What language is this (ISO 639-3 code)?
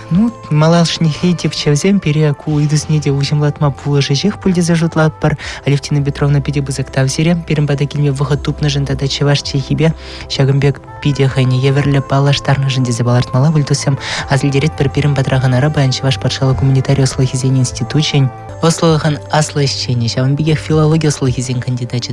chv